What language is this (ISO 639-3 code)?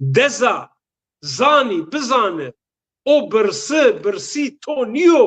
zza